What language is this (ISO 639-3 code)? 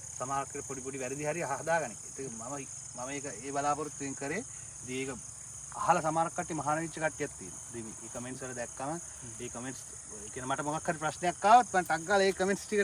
sin